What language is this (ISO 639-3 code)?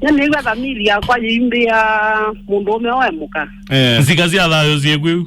kam